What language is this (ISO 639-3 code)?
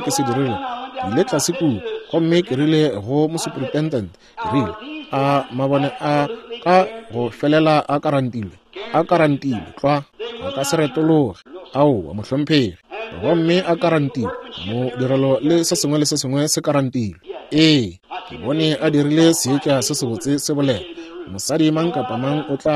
nso